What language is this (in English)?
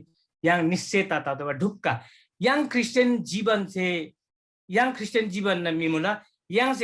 Eastern Tamang